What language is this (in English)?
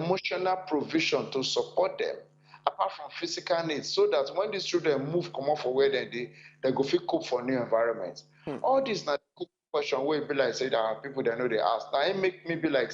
Nigerian Pidgin